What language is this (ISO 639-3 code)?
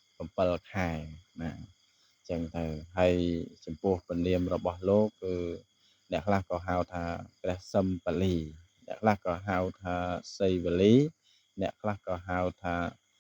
khm